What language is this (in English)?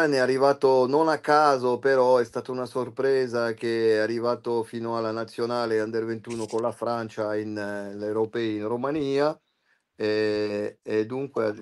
Italian